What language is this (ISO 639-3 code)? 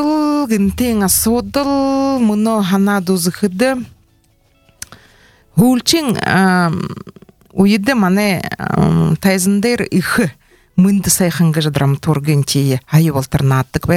bua